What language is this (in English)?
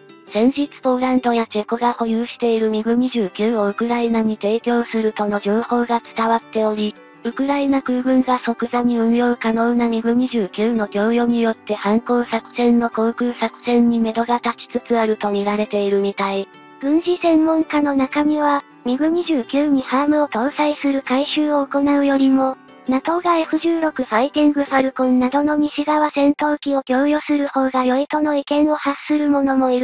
Japanese